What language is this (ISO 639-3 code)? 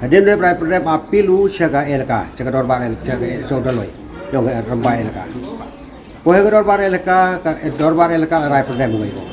pbv